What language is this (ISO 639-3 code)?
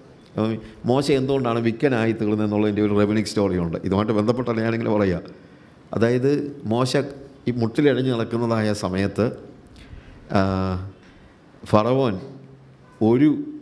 mal